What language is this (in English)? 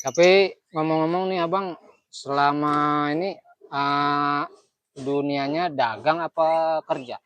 Betawi